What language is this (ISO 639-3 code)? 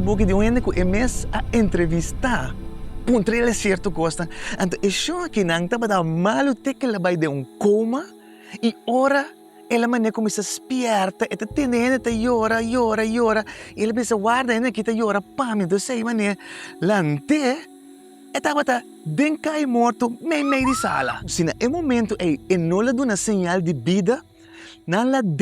pap